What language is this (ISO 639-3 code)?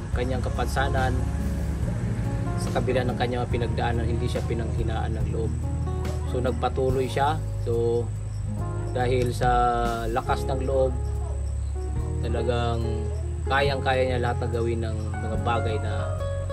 fil